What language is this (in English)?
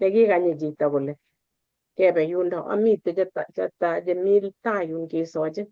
Kalenjin